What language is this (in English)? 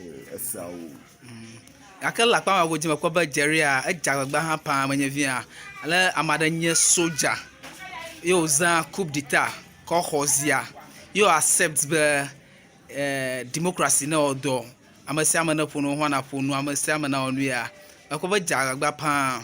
Ewe